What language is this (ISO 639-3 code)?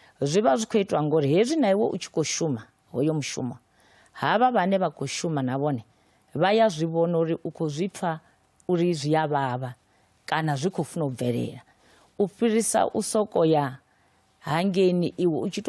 ven